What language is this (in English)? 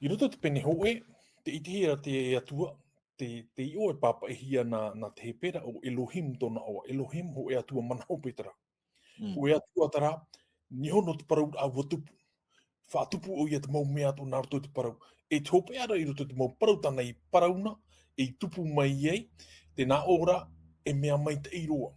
Tahitian